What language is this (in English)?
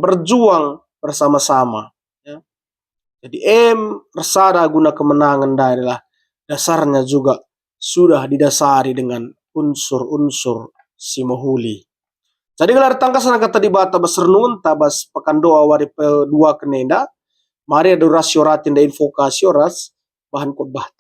Batak Karo